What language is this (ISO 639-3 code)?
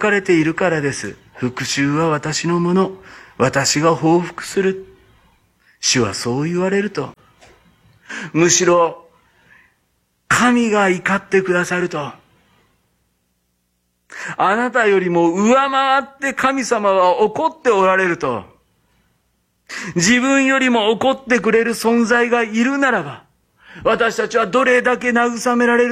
jpn